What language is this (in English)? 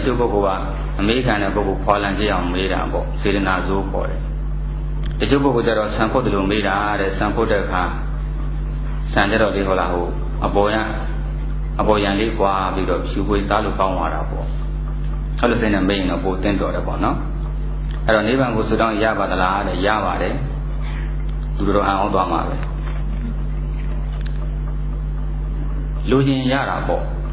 Burmese